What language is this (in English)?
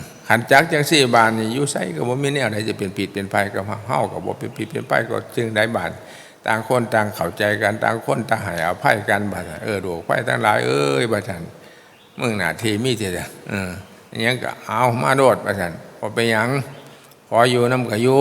Northeastern Thai